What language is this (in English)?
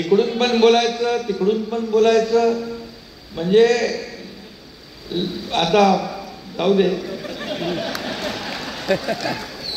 Marathi